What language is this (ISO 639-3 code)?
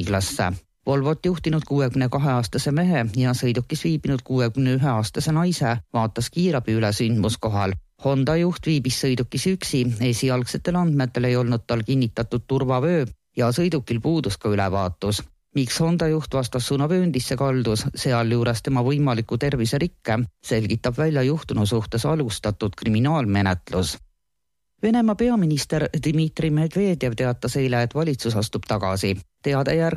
est